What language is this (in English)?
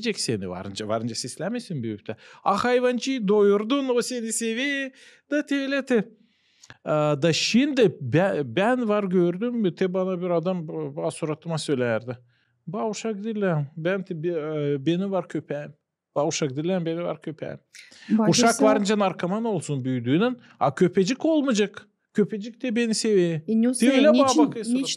Gagauz